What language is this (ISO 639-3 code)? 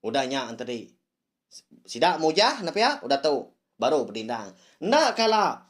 iba